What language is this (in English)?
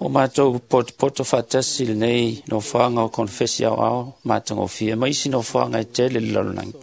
Samoan